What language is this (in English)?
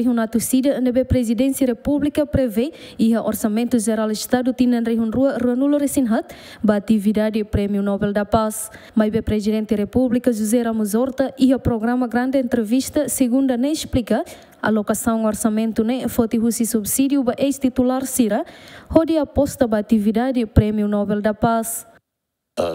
Tetum